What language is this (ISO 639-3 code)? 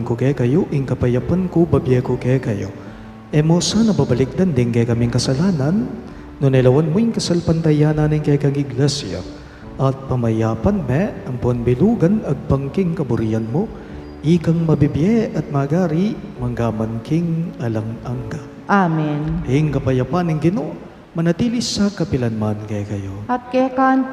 pam